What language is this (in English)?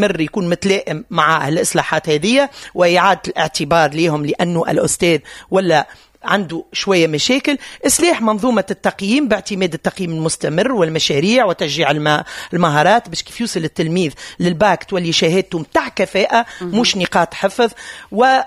Tunisian Arabic